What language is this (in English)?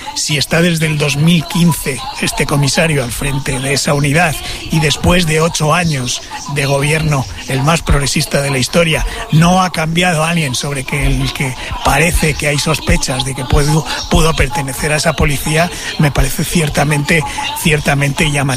Spanish